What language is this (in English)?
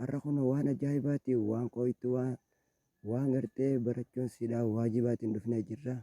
Oromo